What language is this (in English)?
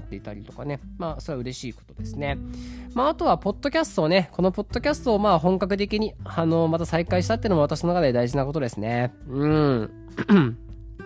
Japanese